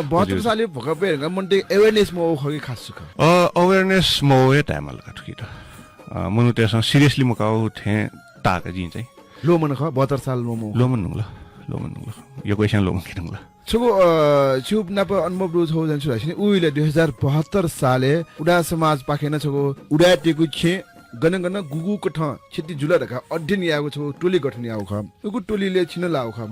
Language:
Newari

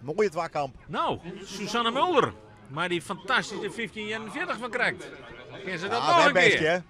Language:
Western Frisian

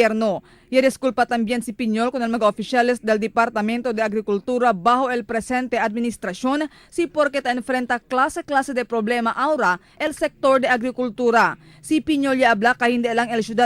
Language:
Chavacano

